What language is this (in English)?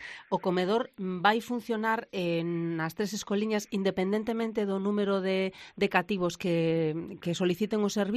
Galician